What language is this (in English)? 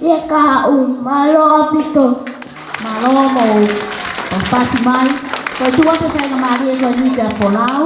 Tongan